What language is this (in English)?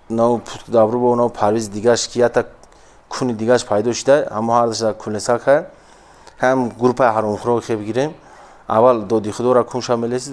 Tajik